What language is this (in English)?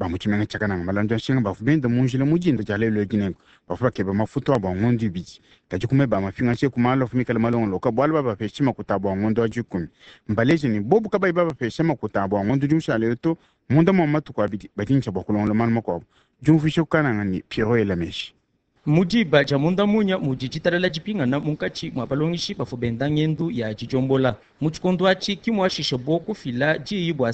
Luba-Lulua